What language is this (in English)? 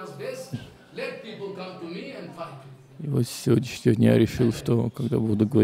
Russian